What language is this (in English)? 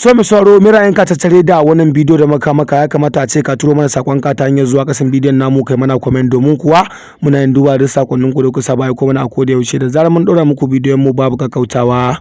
Hausa